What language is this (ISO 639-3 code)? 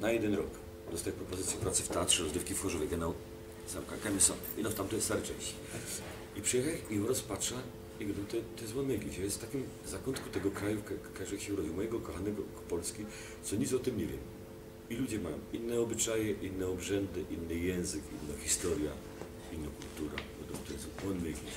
szl